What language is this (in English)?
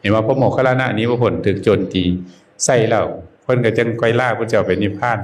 Northeastern Thai